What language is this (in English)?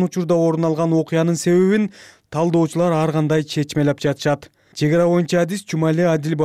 Kyrgyz